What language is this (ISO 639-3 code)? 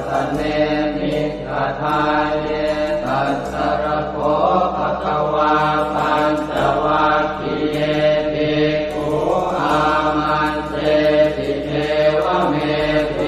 pli